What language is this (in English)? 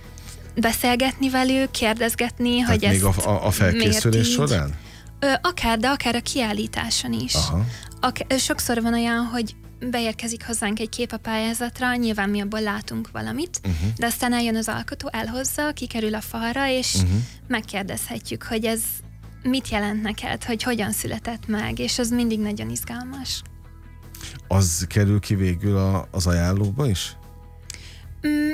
Hungarian